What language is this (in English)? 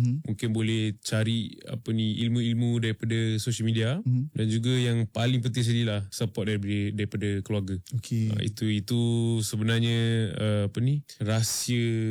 Malay